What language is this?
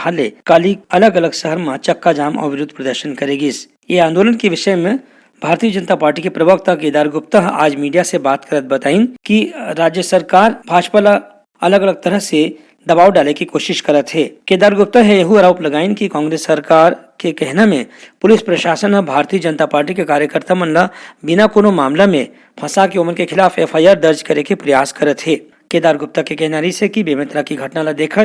Chhattisgarhi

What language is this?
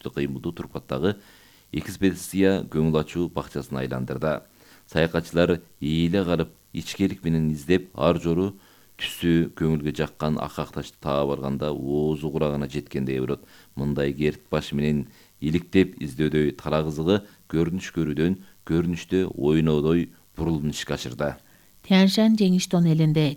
Kyrgyz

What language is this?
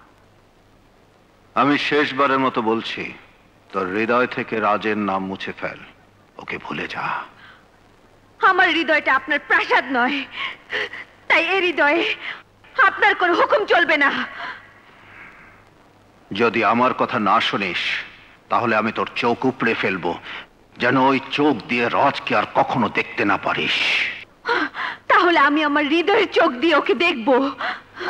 Bangla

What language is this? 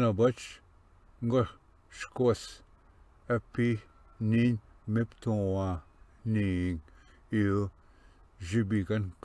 Ojibwa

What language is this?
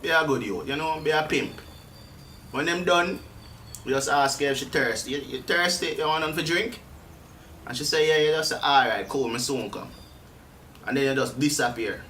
Jamaican Creole English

